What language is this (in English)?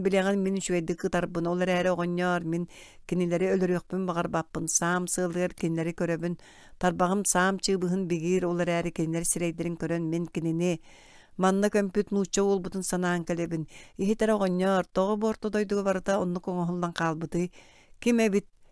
Yakut